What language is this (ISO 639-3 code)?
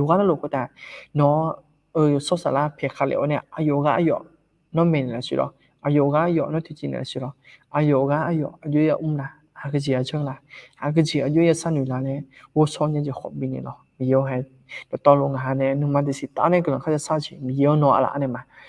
ahk